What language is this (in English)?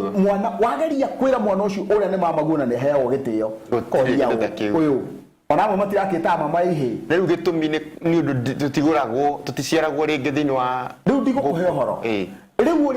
Kikuyu